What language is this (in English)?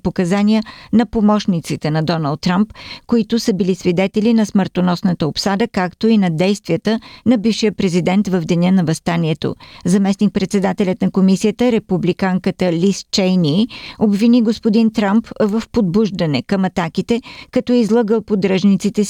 Bulgarian